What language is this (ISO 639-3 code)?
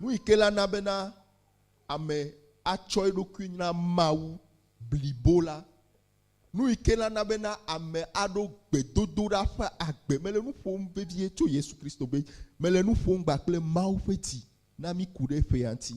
ewe